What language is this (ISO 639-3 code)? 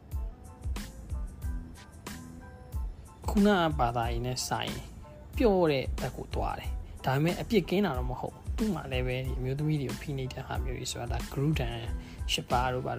mya